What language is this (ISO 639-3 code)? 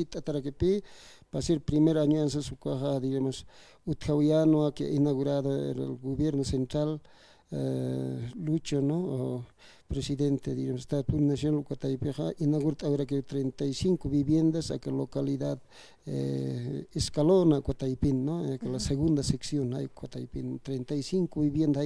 aym